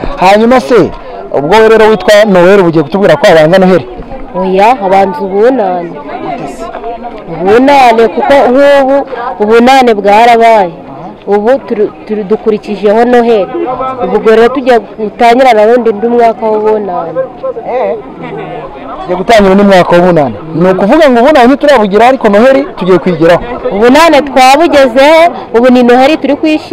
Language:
Kinyarwanda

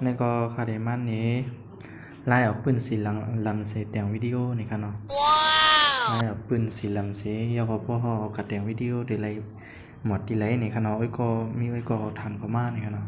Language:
Shan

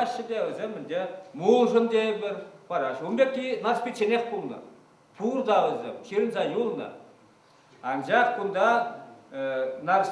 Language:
Chuvash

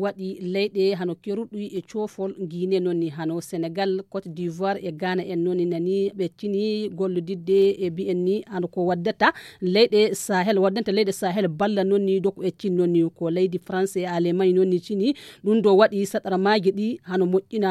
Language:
Fula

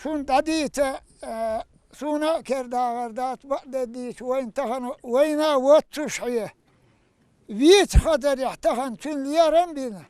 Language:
Chechen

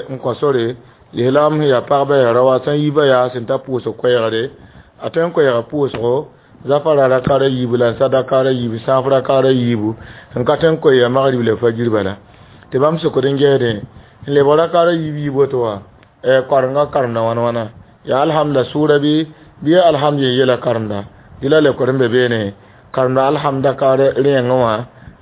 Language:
Mossi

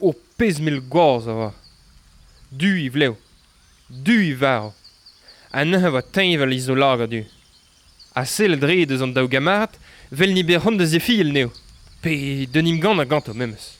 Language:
Breton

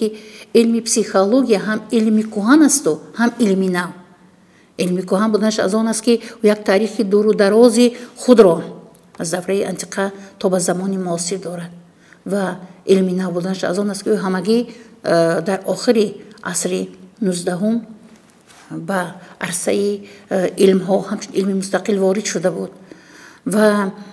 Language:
Tajik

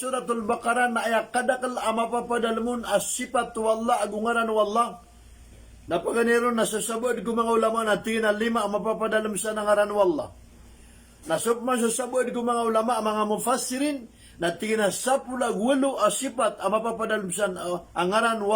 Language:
Maranao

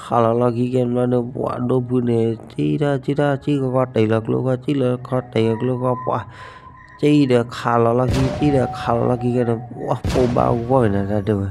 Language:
S'gaw Karen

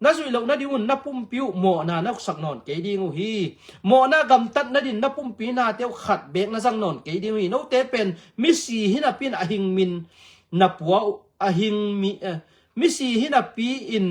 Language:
Tedim Chin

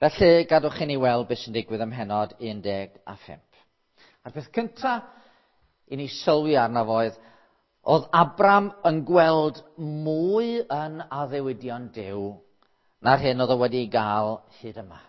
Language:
Welsh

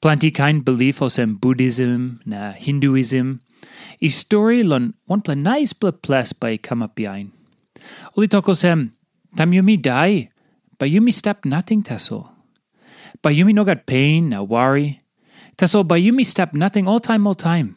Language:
Tok Pisin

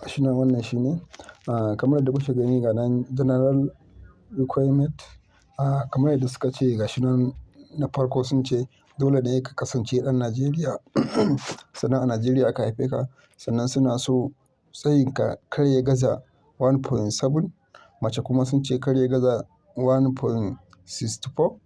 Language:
Hausa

